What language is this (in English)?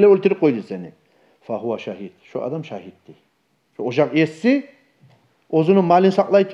Kumyk